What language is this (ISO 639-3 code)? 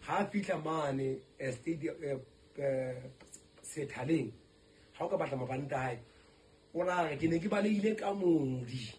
sot